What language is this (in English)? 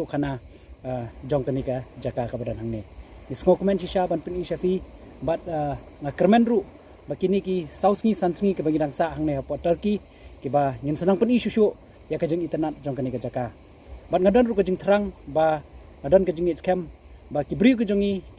Khasi